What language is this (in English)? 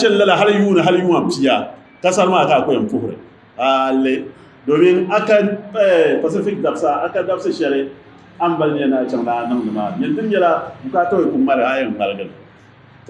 Dagbani